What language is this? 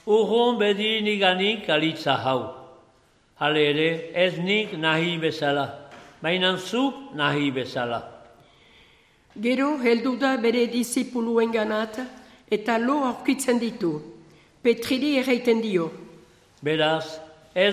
Basque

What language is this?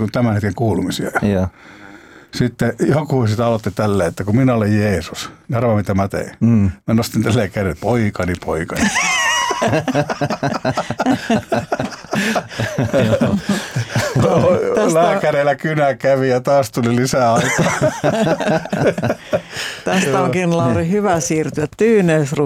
Finnish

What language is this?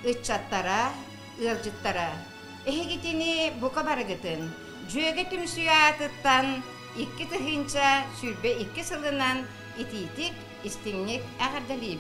Yakut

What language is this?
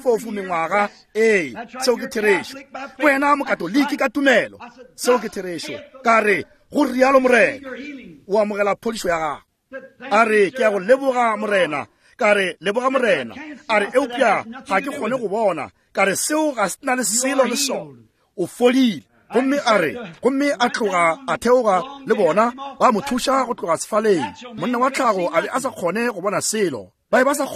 Northern Sotho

